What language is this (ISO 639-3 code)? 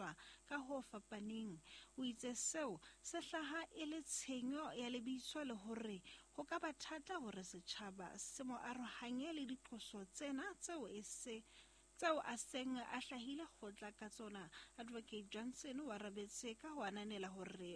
sot